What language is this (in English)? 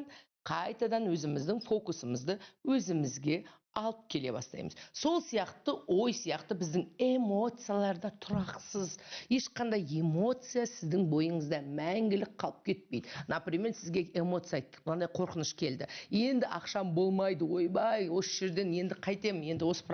Kazakh